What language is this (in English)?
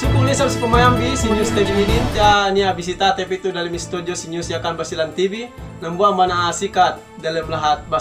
Yakan